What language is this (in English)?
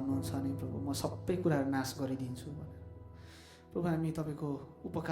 Nepali